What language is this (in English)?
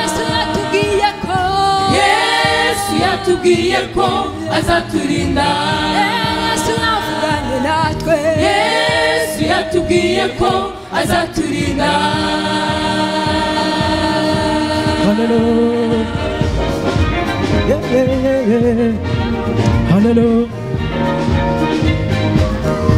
Kinyarwanda